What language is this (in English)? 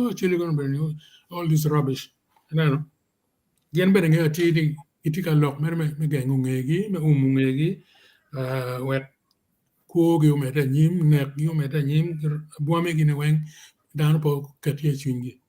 Acoli